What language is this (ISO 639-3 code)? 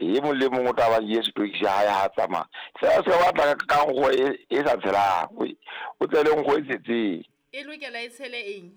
sot